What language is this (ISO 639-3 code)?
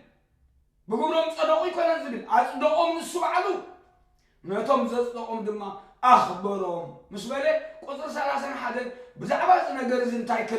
tir